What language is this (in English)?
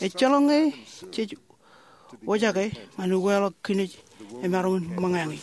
Marshallese